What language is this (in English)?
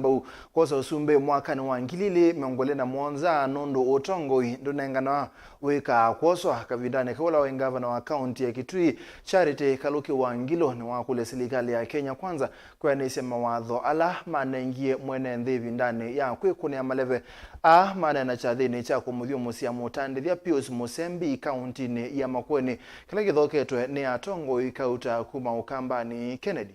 Kamba